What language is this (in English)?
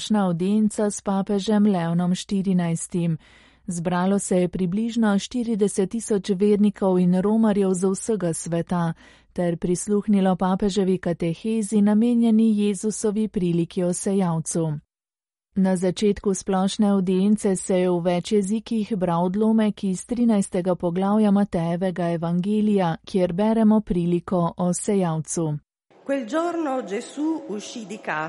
Slovenian